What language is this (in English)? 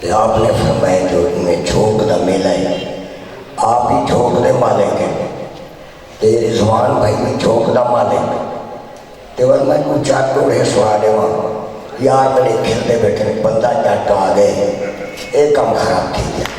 Saraiki